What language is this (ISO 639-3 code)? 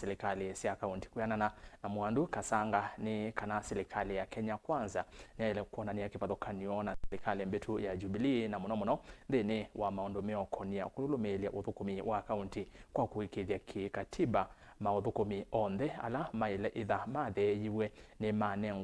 kam